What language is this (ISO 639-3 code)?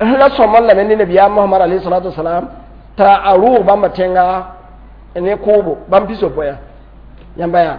mos